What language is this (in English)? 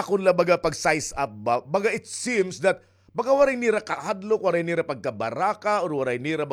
Waray